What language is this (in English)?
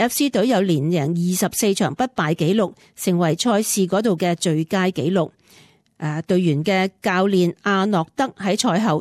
Cantonese